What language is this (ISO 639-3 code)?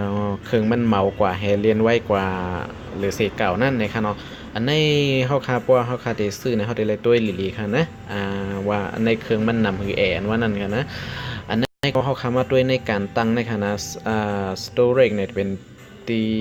shn